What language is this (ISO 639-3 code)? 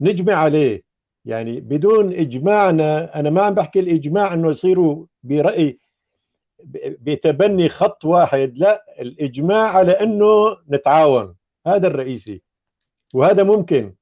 apc